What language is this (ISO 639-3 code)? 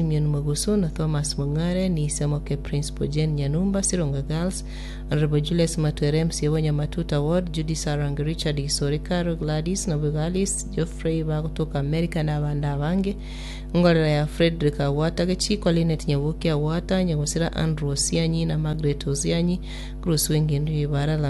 guz